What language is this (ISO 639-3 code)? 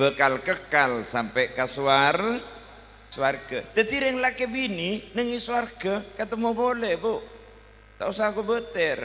mad